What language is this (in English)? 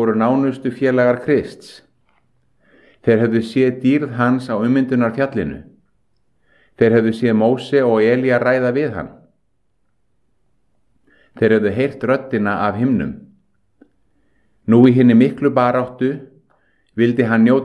Icelandic